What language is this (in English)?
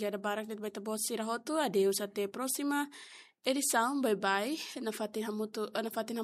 Tetum